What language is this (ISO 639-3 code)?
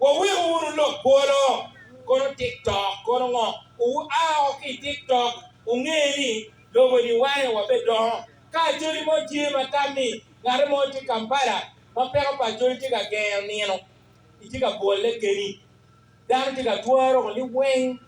ach